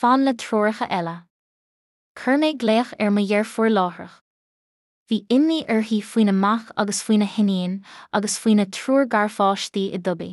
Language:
Irish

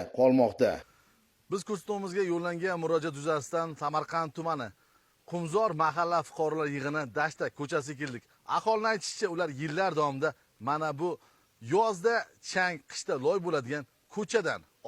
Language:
Uzbek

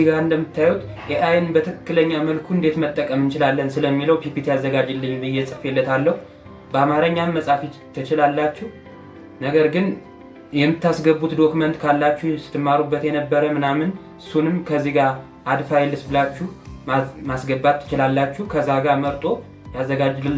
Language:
Amharic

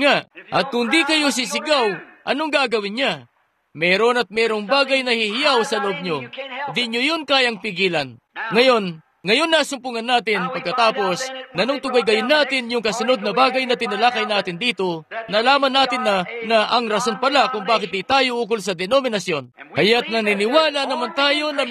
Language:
Filipino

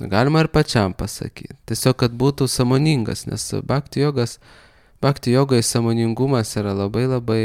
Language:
Lithuanian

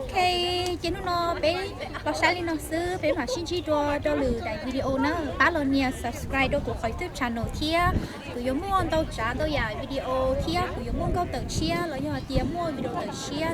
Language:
Hmong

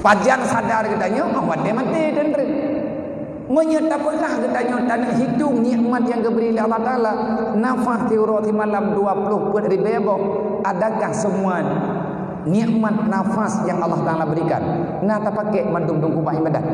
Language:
Achinese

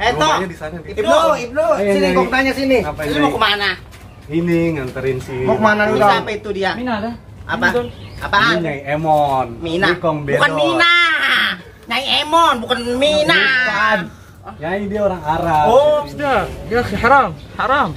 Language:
Betawi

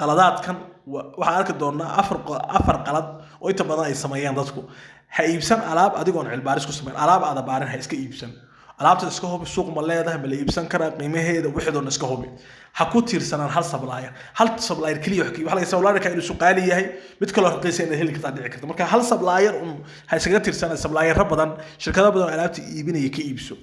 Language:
Somali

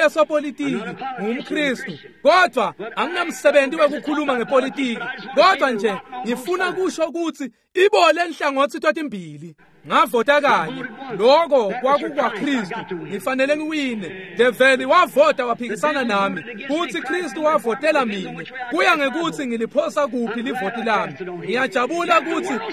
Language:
Swati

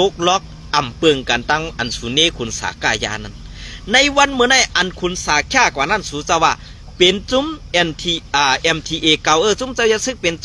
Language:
Shan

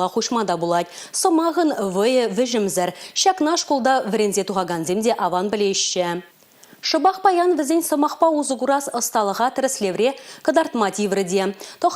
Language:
Chuvash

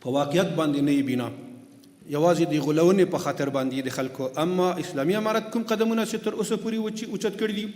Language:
Pashto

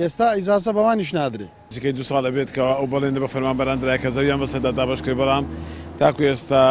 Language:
Central Kurdish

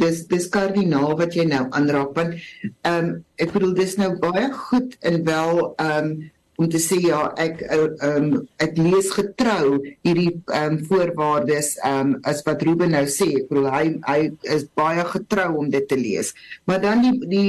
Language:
Afrikaans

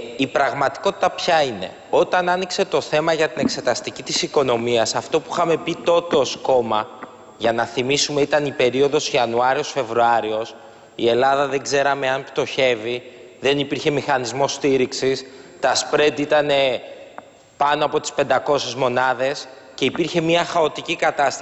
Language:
Greek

